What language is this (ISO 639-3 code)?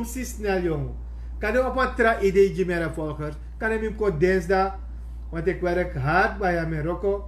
srn